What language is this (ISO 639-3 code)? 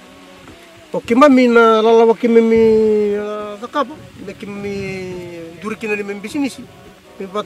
fij